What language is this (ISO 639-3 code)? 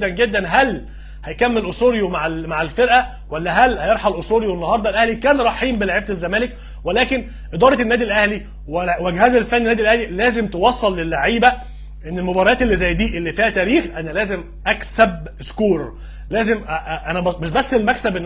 arz